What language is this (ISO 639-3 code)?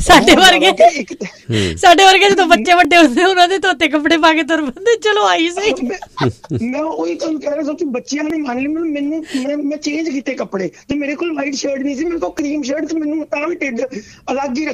pan